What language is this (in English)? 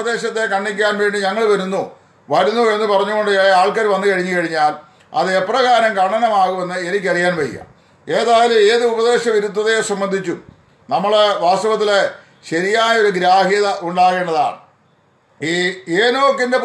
Malayalam